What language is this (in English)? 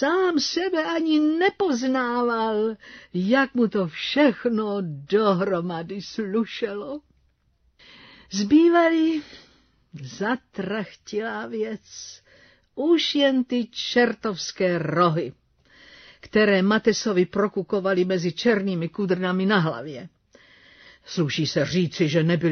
Czech